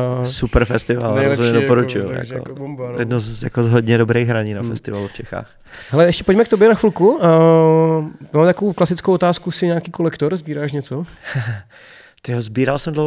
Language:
Czech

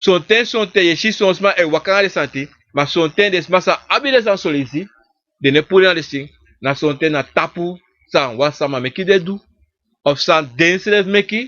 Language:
Sranan Tongo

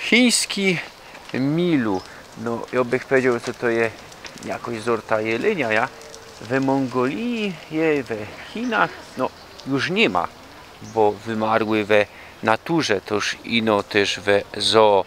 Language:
Silesian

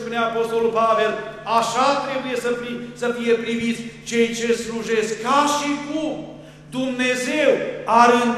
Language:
Romanian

